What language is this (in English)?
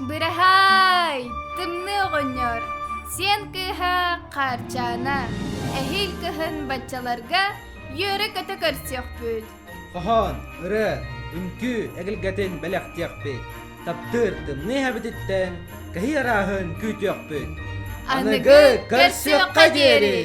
Yakut